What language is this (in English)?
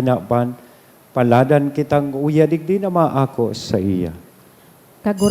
Bikol